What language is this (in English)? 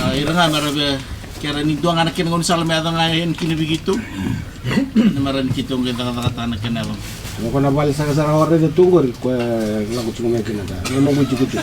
Fijian